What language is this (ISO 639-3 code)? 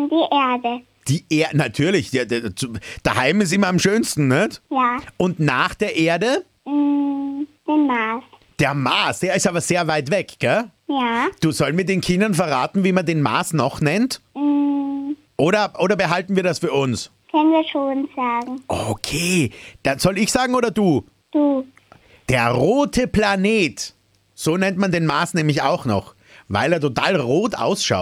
deu